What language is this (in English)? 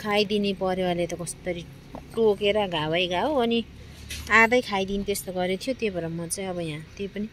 Nepali